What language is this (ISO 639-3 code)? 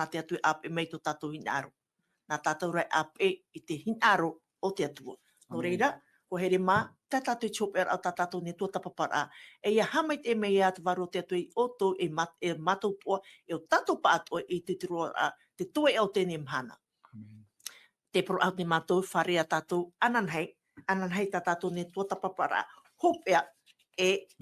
tah